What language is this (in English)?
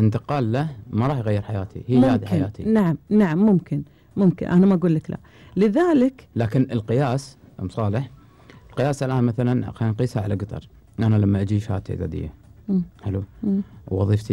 Gulf Arabic